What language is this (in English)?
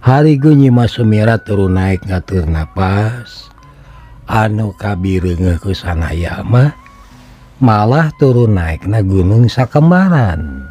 Sundanese